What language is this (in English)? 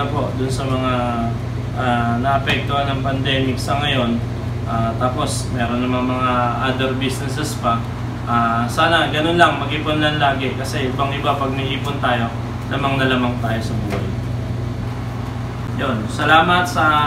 Filipino